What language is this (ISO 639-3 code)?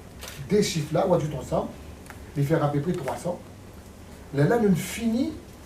mfe